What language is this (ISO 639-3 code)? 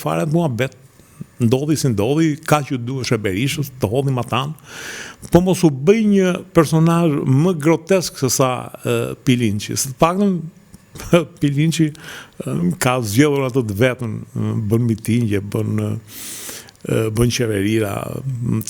sqi